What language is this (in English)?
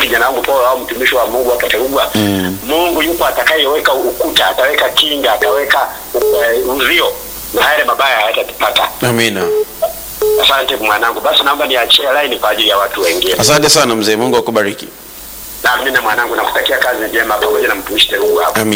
Swahili